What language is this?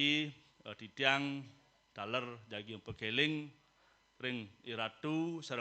Balinese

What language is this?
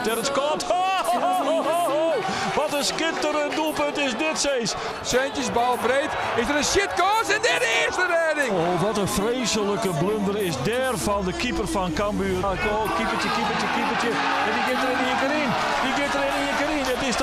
Western Frisian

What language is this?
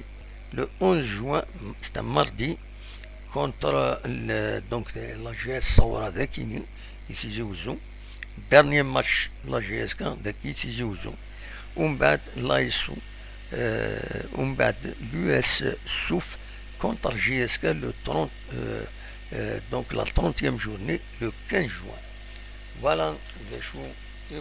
Kabyle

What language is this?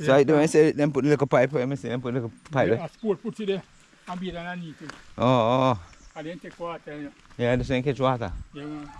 Jamaican Creole English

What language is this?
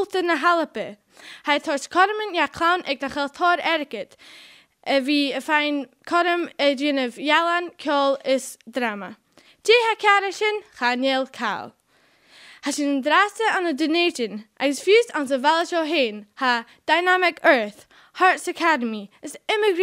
Scottish Gaelic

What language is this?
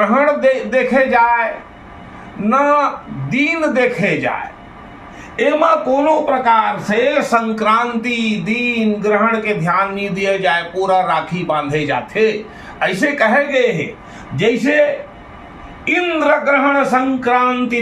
Chhattisgarhi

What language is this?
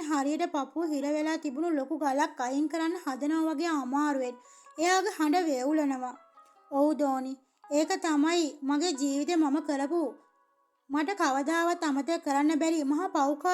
Sinhala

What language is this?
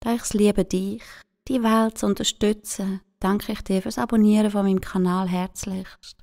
Swiss German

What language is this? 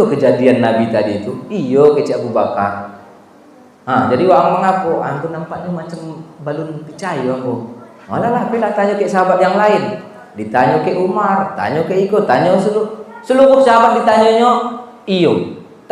Minangkabau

